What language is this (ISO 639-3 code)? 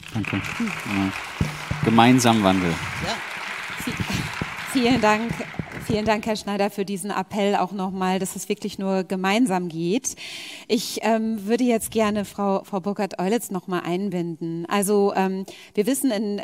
deu